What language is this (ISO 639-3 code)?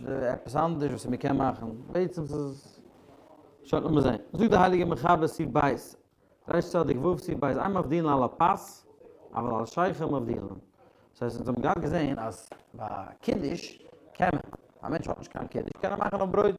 yid